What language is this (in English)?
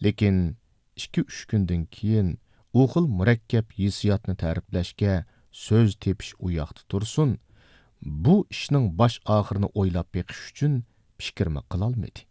Uyghur